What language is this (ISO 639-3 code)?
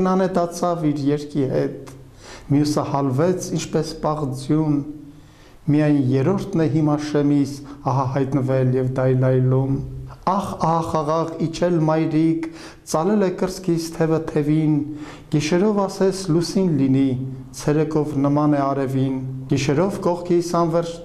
hye